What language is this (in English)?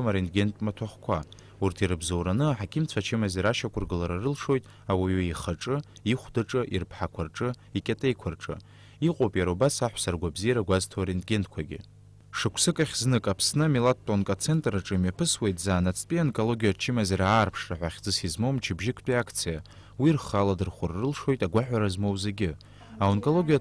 Abkhazian